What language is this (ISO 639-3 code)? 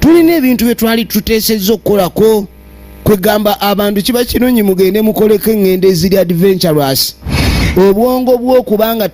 lug